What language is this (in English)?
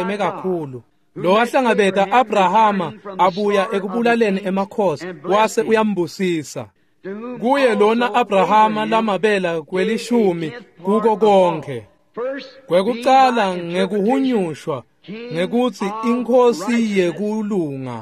Swati